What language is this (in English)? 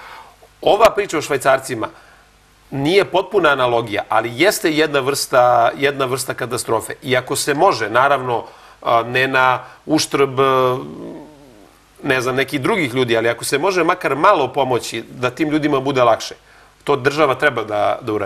Serbian